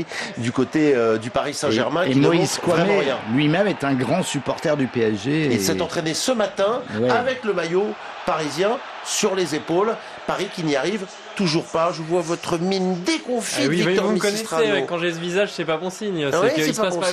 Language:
French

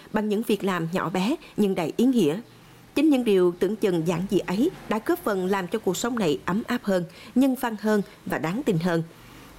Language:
Vietnamese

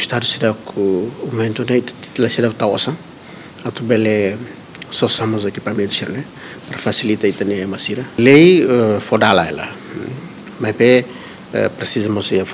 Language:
Tetum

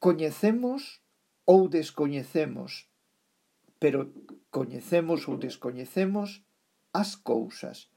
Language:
Galician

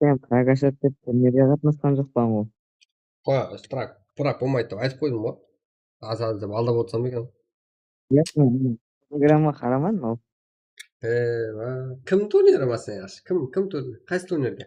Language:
Kara-Kalpak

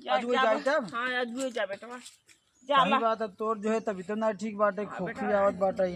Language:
Awadhi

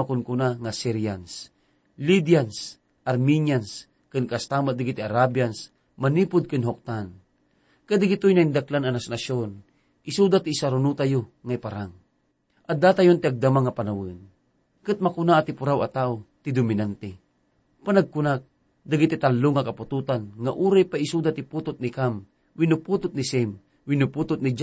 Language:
Iloko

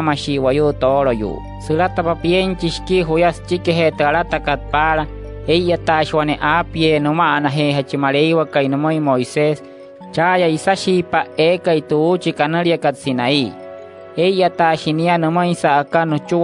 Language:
Wayuu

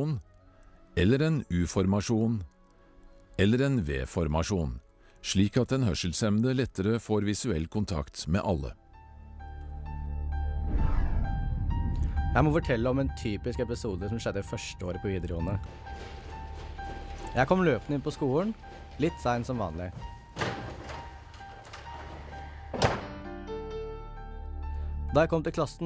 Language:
Norwegian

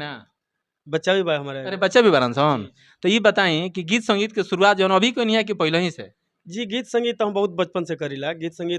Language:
Bhojpuri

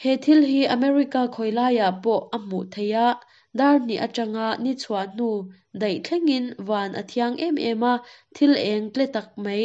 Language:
Mizo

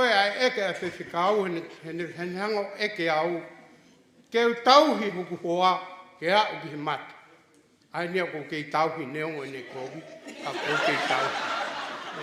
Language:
Tongan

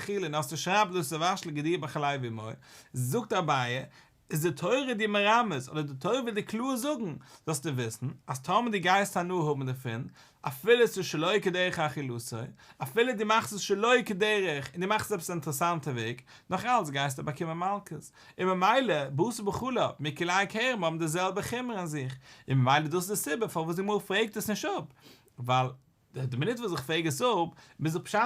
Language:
Yiddish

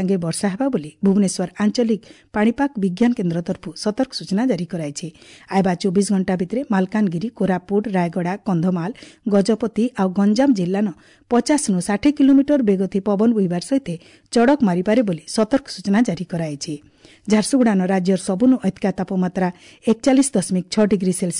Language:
Odia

